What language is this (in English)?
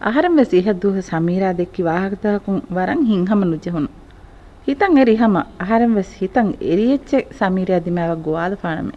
Divehi